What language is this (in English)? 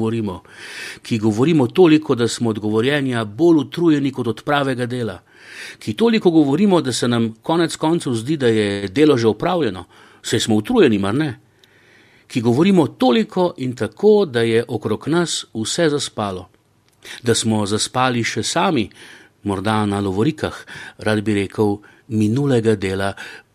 Slovenian